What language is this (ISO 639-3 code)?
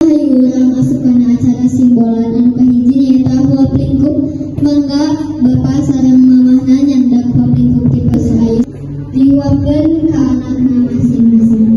sun